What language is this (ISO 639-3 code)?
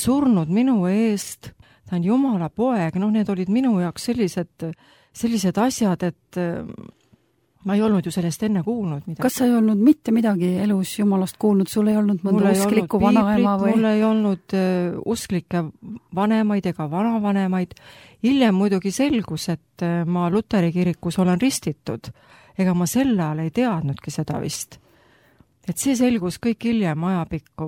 est